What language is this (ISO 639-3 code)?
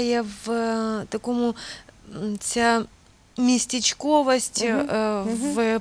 ukr